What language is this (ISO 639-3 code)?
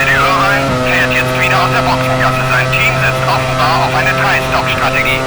bar